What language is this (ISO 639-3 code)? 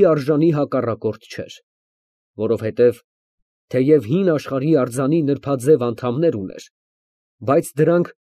hye